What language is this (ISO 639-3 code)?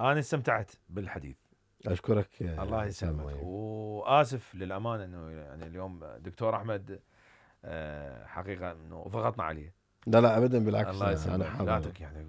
acm